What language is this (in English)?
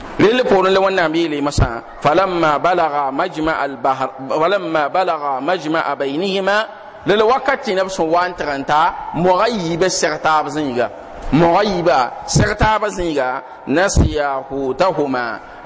Mossi